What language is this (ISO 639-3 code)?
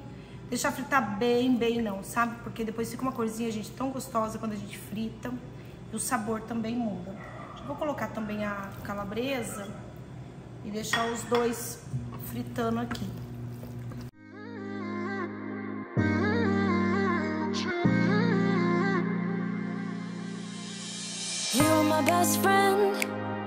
por